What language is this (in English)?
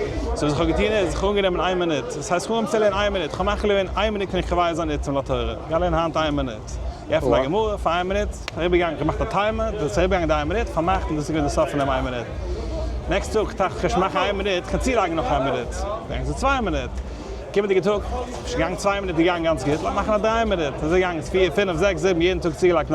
Yiddish